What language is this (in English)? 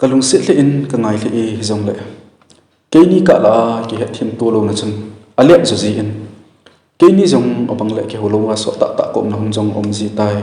Thado Chin